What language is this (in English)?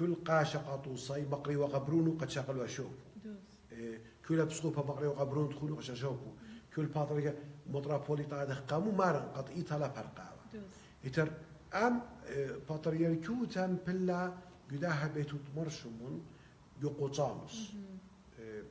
Assyrian Neo-Aramaic